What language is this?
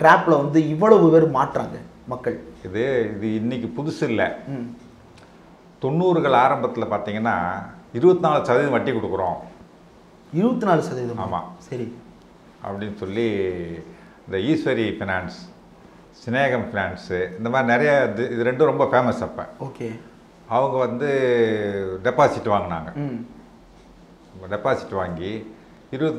Tamil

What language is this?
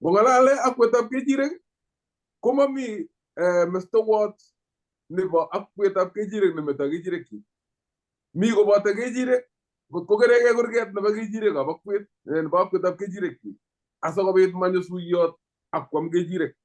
Kalenjin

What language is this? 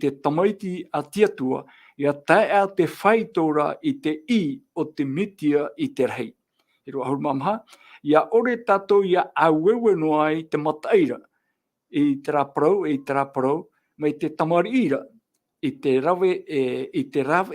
Tahitian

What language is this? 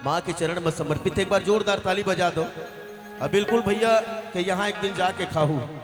Chhattisgarhi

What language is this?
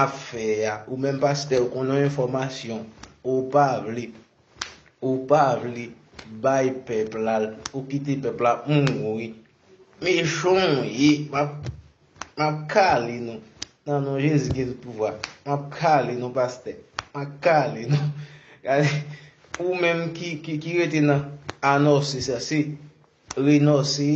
Haitian Creole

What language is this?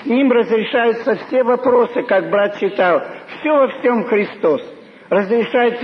Russian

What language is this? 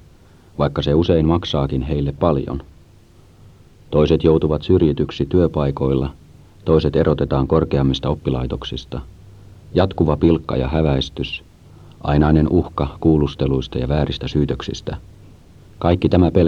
Finnish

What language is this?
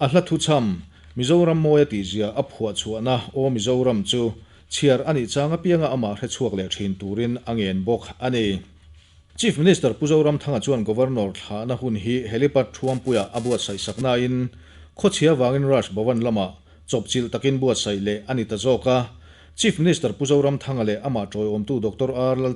Mizo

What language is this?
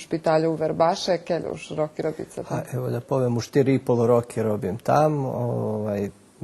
Rusyn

